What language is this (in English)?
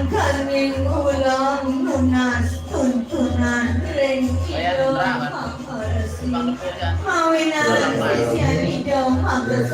Balinese